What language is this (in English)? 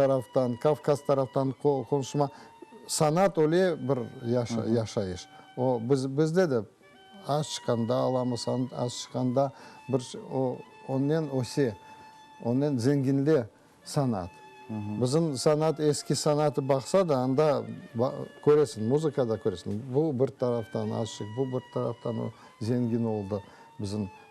Crimean Tatar